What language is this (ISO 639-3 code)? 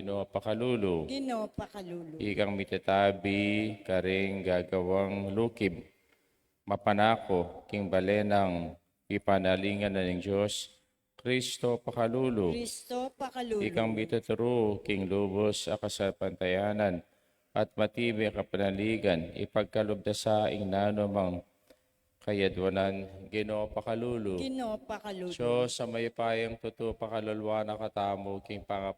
pam